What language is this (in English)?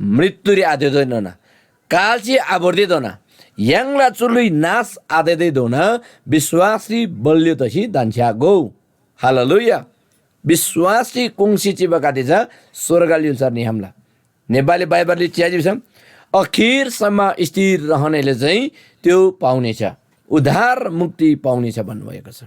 Eastern Tamang